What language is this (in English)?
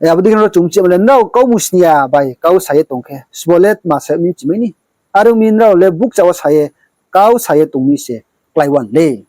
Riang (India)